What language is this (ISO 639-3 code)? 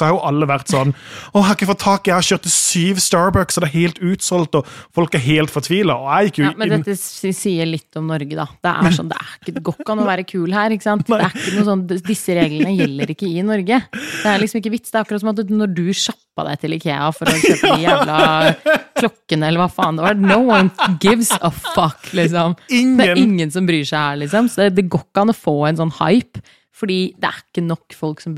nor